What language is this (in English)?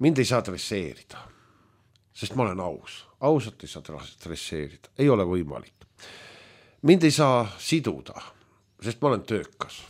Estonian